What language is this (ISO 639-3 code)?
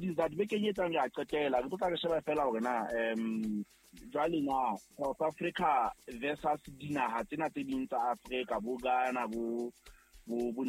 sot